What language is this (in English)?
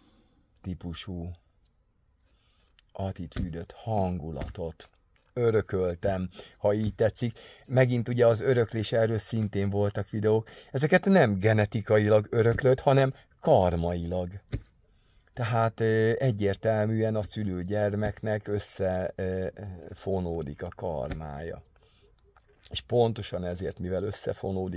Hungarian